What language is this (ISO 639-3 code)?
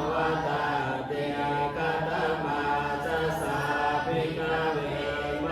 pli